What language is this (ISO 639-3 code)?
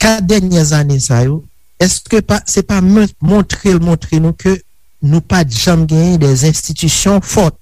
hat